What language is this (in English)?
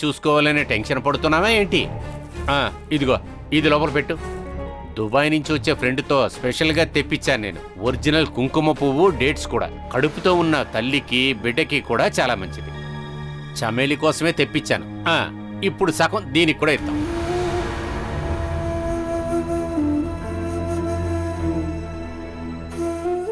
Telugu